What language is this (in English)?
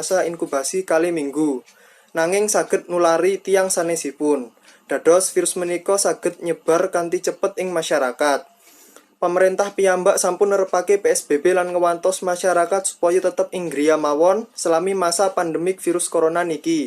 Javanese